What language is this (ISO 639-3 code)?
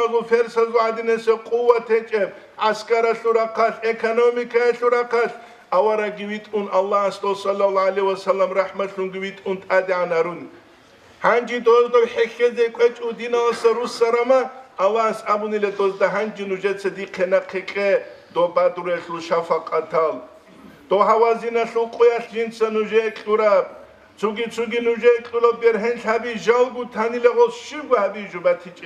ava